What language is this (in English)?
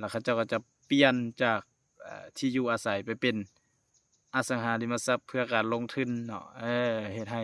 Lao